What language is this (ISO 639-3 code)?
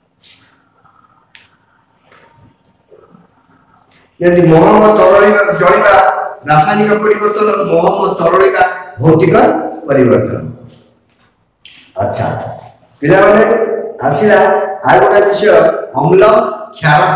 ori